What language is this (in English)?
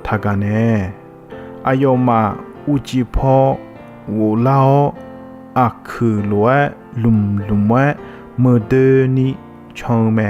Akha